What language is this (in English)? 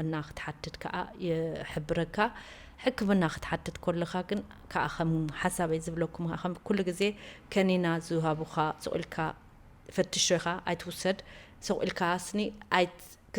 Tigrinya